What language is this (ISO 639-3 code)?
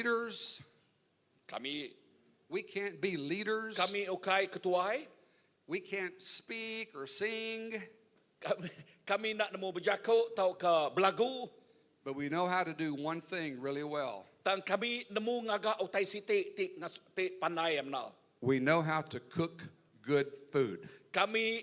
iba